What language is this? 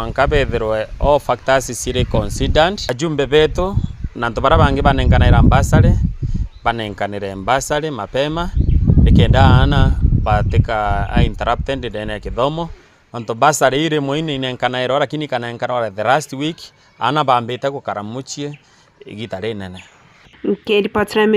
Meru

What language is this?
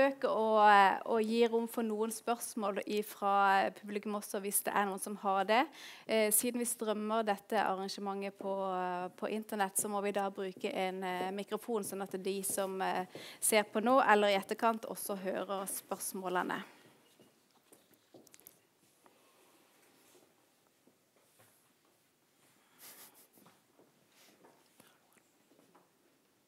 Norwegian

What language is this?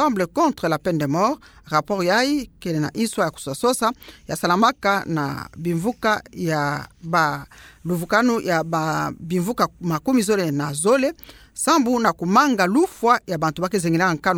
Kituba (Democratic Republic of Congo)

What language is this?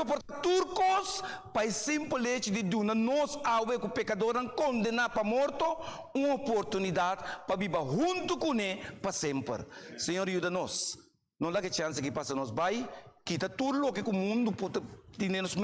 Papiamento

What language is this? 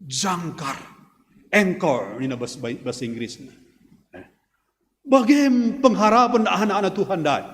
Batak Karo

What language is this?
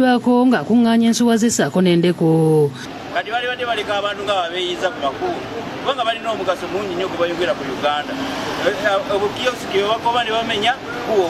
Ganda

